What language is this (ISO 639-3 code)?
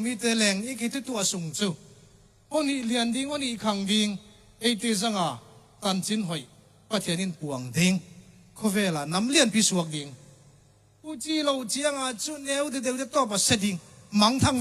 ctd